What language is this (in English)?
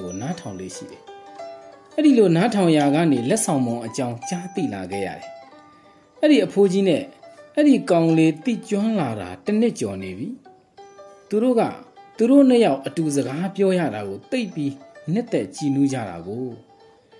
Burmese